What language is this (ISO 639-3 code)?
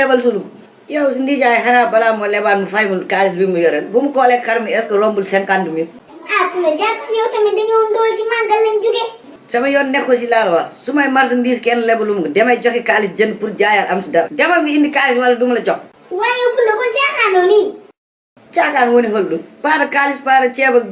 wol